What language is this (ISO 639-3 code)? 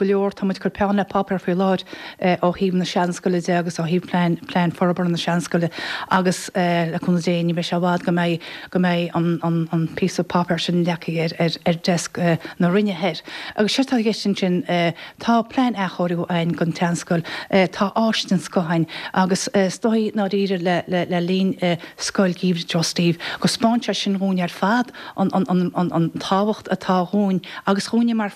gle